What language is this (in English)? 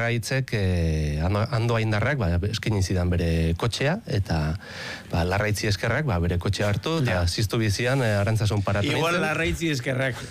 Basque